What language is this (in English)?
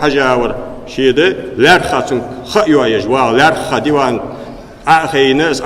Ingush